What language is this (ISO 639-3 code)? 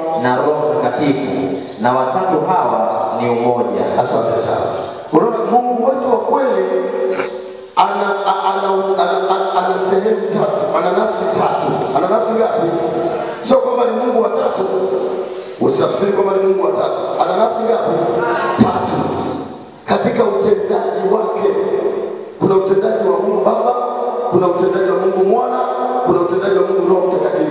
swa